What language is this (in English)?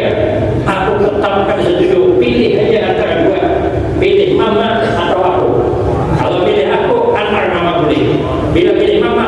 Banjar